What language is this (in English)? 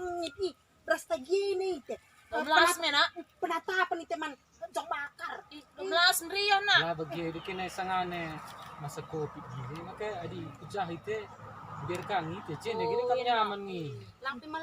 Batak Karo